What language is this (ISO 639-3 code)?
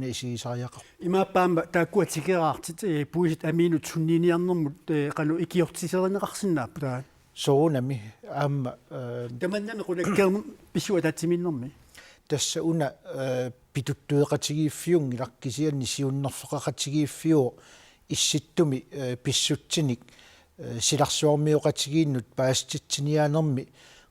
kal